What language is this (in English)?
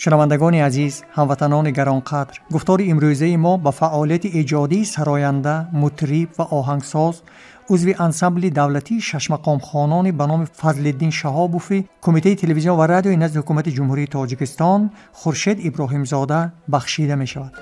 Tajik